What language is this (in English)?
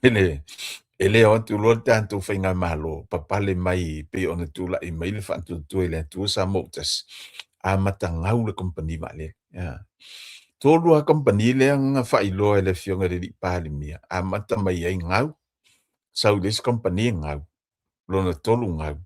Samoan